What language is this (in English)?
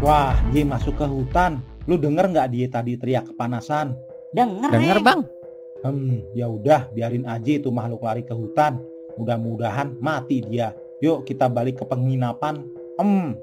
Betawi